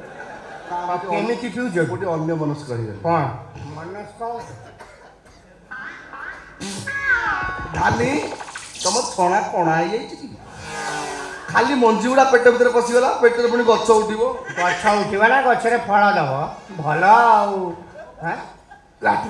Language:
Odia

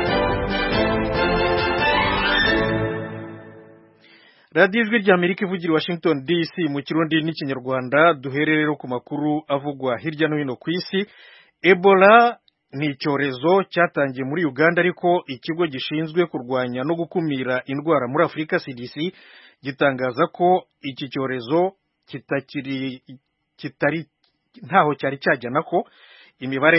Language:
Kinyarwanda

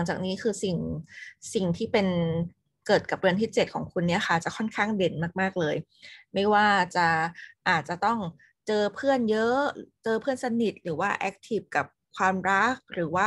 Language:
Thai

